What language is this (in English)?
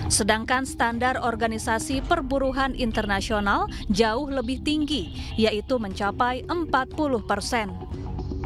Indonesian